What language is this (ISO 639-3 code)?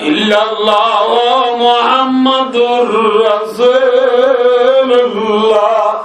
rhg